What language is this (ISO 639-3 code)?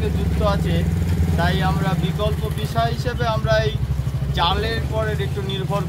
ben